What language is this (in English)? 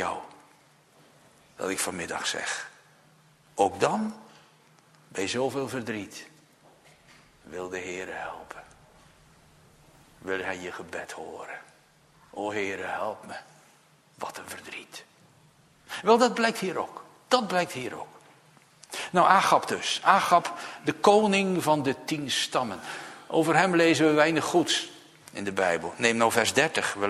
Dutch